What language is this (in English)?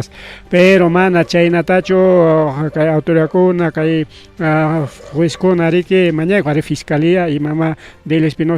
Ayacucho Quechua